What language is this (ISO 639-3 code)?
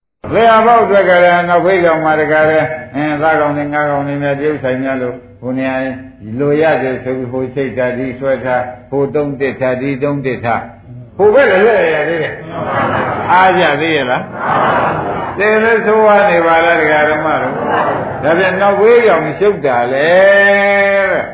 mya